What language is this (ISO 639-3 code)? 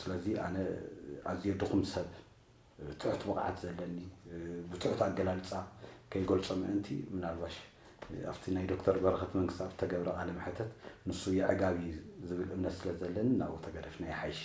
tir